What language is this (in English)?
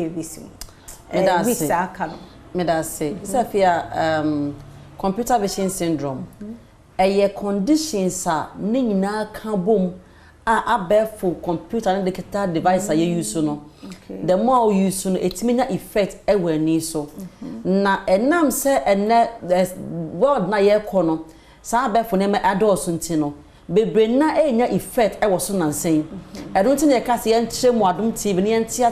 Akan